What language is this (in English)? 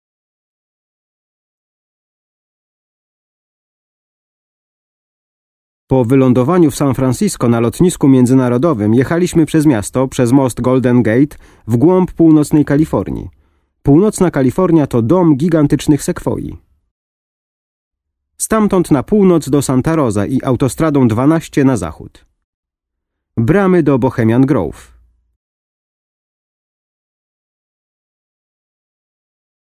Polish